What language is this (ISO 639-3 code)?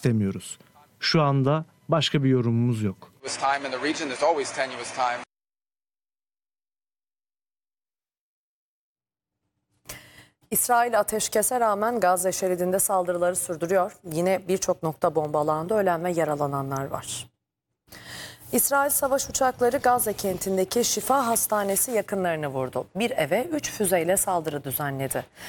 tur